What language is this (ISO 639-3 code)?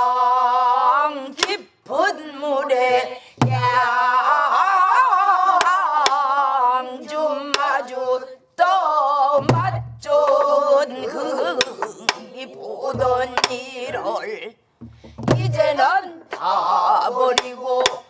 kor